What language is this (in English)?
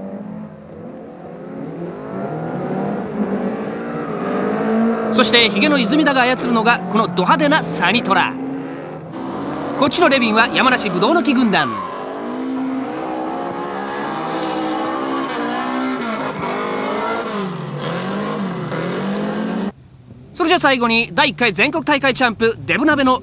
Japanese